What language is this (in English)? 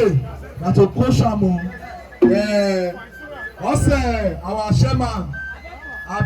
Nigerian Pidgin